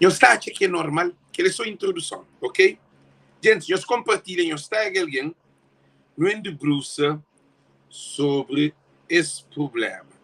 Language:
Kabuverdianu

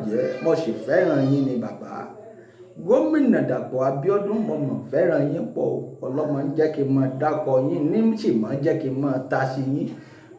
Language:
Yoruba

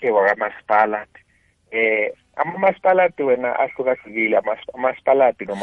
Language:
South Ndebele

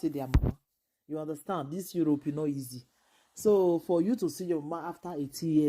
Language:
Nigerian Pidgin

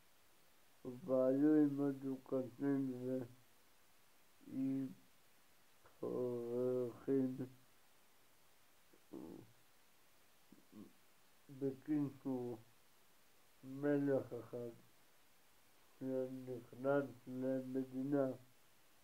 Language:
Hebrew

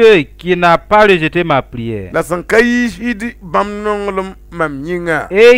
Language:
Mossi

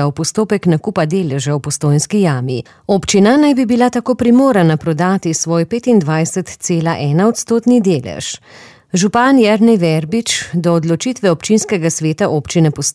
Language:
Slovenian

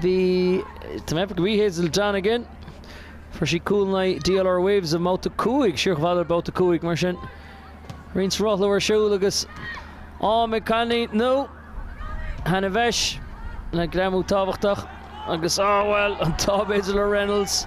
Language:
Irish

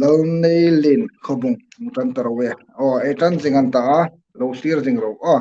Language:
Hmar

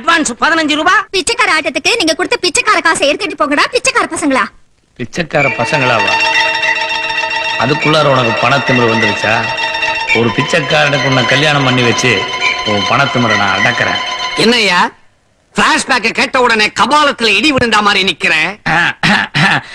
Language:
Tamil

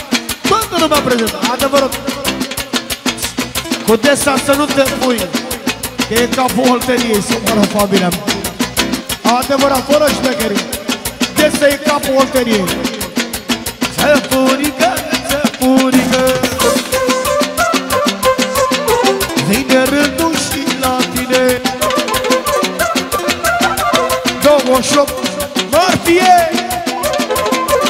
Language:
Romanian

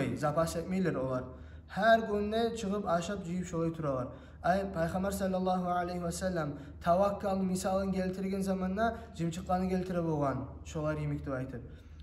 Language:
Kumyk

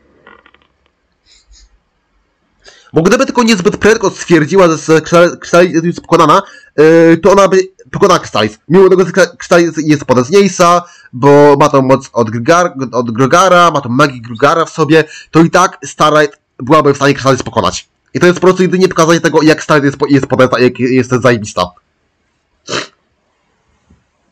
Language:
Polish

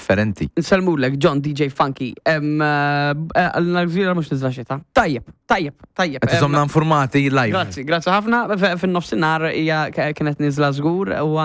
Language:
Maltese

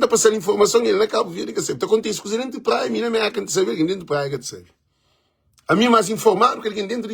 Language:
Kabuverdianu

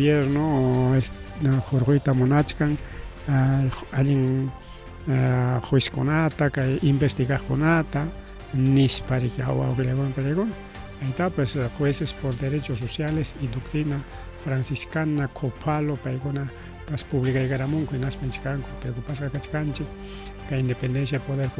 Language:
Ayacucho Quechua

